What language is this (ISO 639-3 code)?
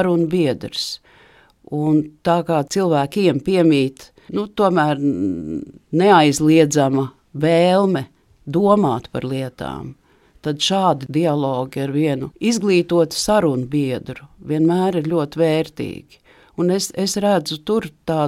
lav